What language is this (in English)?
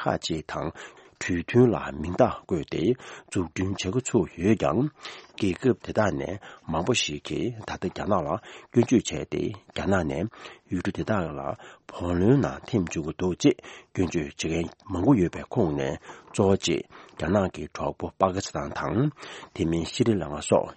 Tibetan